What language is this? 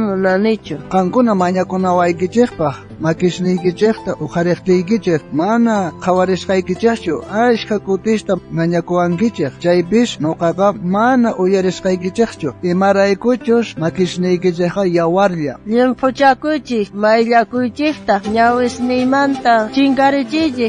South Bolivian Quechua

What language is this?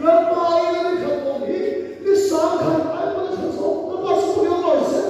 Mizo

